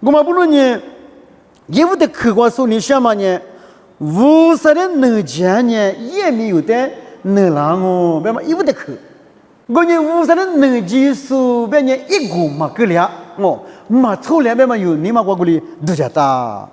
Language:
Lisu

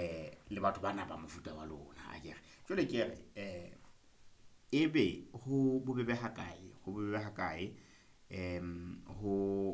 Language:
Southern Sotho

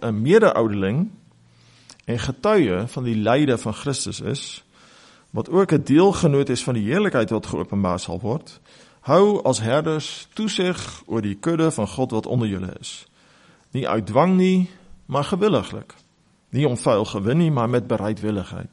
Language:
Afrikaans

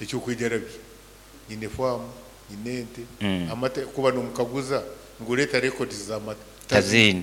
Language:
Nyankole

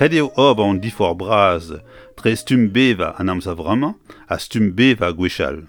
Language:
Breton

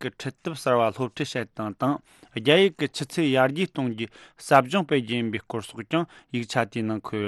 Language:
Tibetan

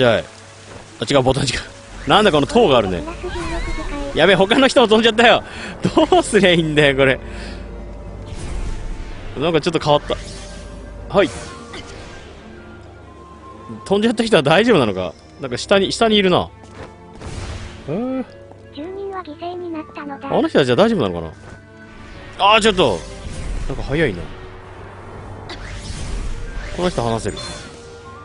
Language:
Japanese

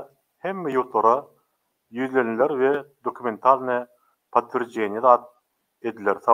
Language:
Turkmen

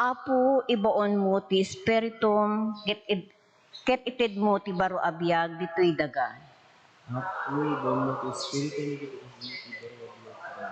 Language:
Iloko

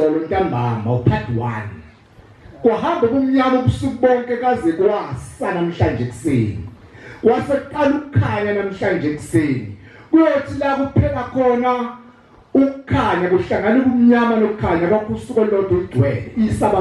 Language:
Zulu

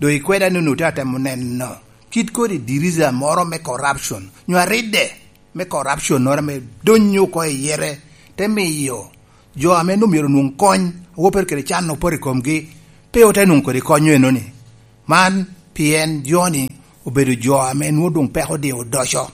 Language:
Lango (Uganda)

